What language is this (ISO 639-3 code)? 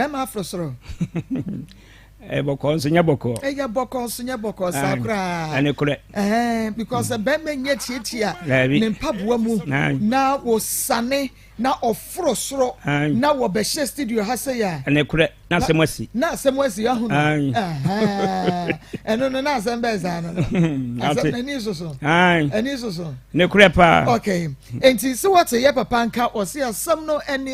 aka